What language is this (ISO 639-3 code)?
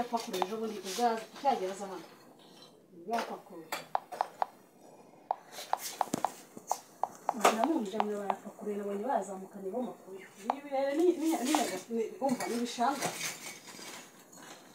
kin